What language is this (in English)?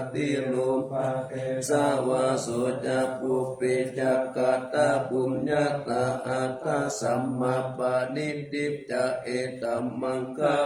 Pali